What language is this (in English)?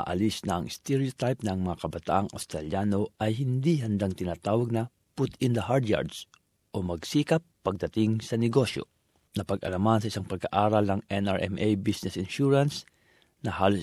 Filipino